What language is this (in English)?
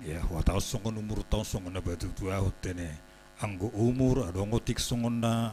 Batak Simalungun